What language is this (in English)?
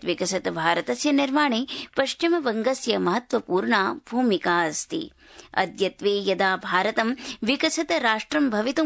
Sanskrit